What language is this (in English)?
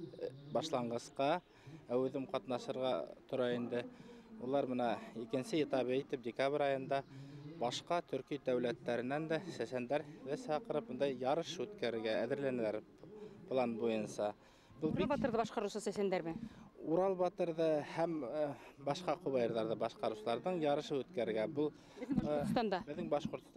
Bashkir